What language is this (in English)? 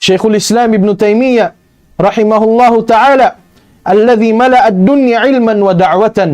Tausug